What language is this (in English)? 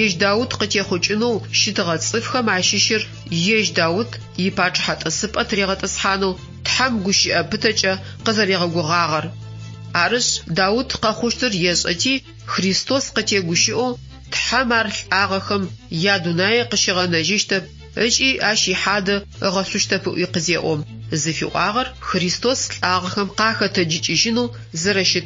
Adyghe